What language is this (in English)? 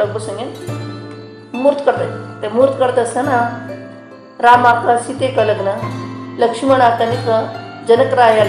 Konkani